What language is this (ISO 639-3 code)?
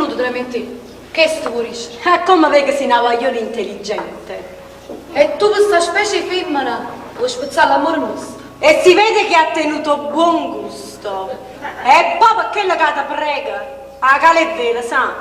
nap